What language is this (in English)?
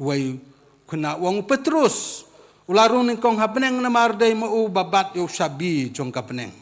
Khasi